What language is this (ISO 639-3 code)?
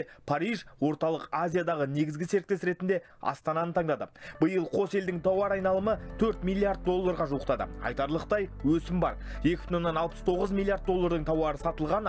kaz